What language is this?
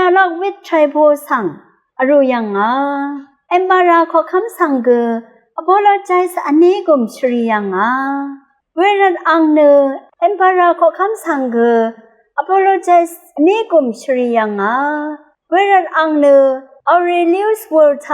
Rawang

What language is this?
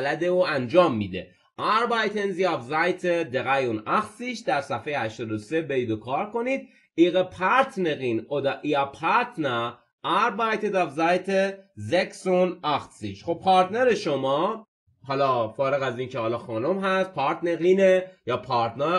Persian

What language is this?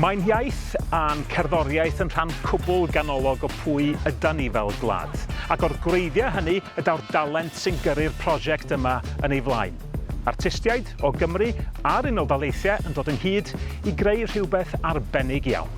Welsh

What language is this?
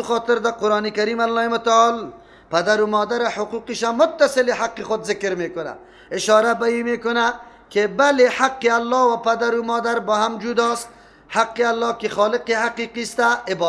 Persian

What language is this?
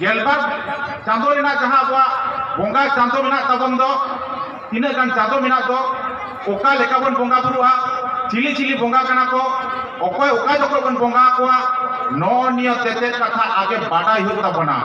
Santali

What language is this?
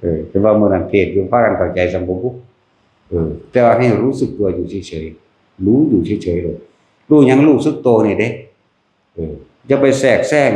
Northeastern Thai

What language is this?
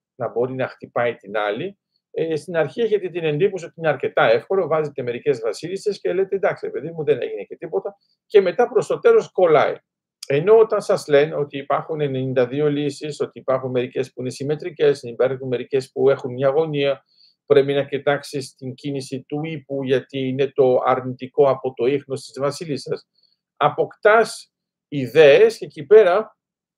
Greek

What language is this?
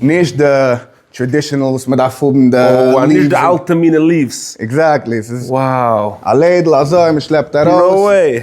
Yiddish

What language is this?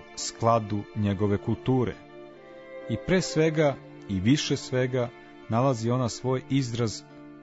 Serbian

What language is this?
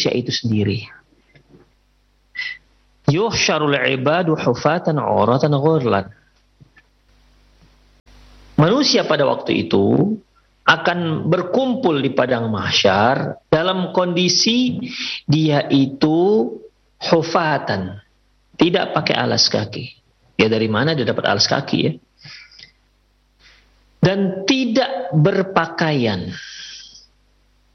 Indonesian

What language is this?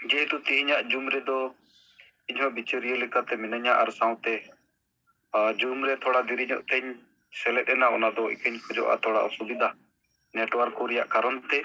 Santali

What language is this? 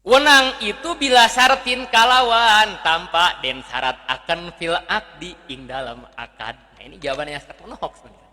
Sundanese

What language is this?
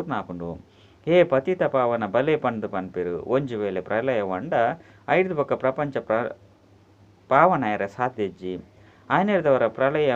Tulu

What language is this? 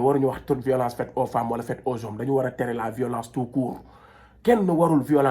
Wolof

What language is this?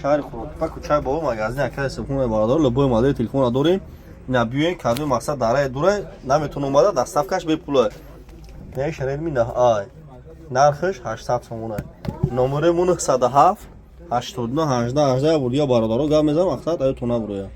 Tajik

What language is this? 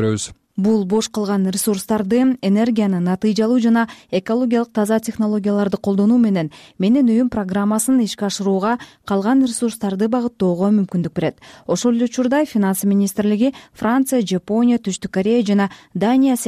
Kyrgyz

